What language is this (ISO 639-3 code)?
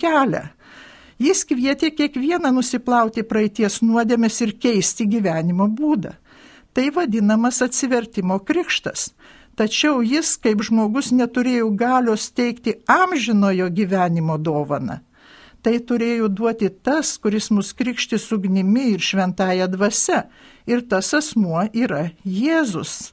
lit